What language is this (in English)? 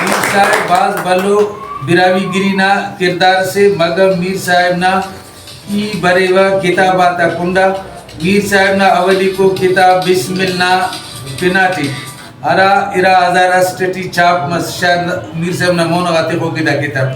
Brahui